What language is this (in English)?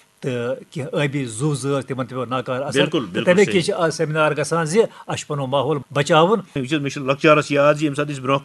Kashmiri